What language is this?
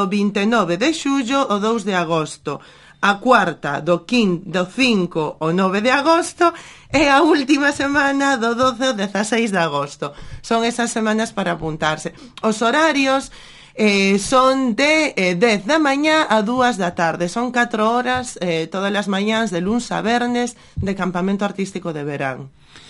Galician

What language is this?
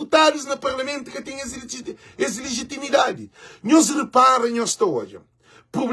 Kabuverdianu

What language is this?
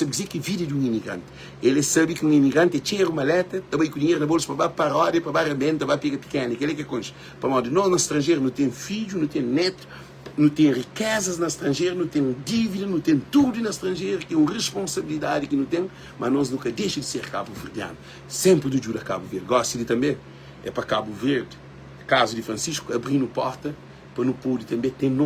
Kabuverdianu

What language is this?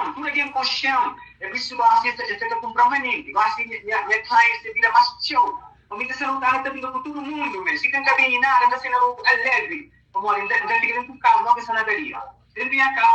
Kabuverdianu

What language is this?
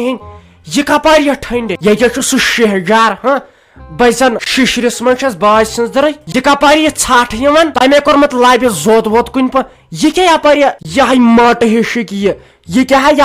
Kashmiri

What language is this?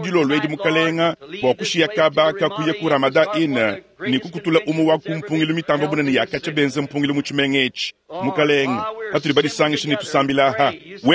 Luba-Lulua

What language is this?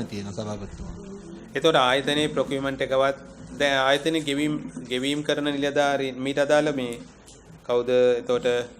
Sinhala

